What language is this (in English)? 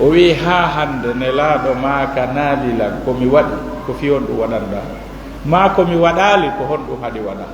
Fula